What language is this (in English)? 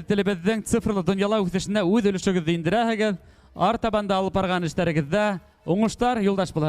Bashkir